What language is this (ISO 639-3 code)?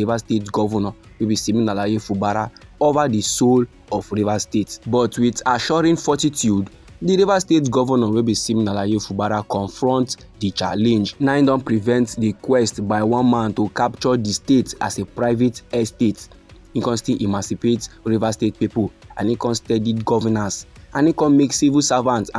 pcm